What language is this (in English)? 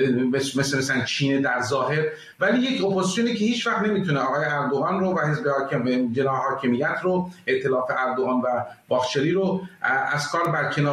Persian